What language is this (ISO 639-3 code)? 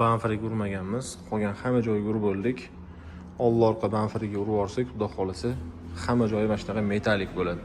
uzb